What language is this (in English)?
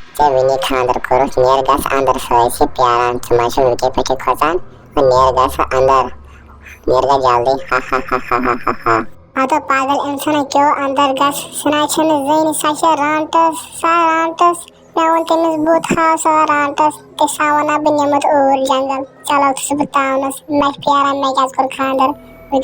Kashmiri